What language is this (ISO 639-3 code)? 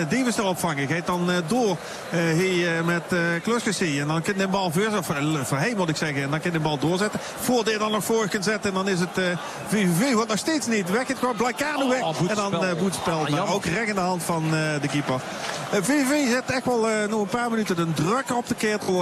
nld